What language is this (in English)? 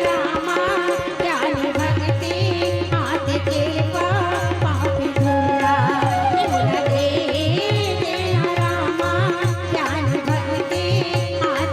Chhattisgarhi